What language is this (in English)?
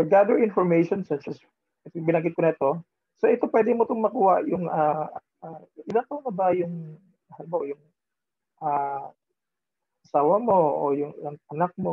Filipino